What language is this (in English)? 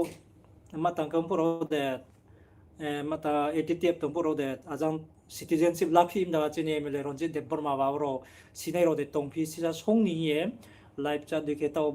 Riang (India)